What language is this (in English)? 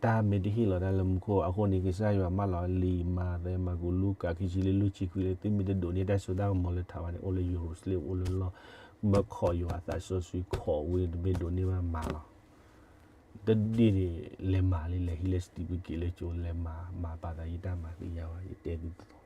S'gaw Karen